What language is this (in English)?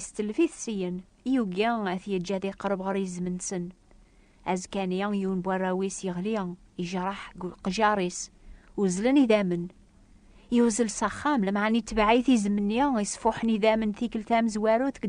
Kabyle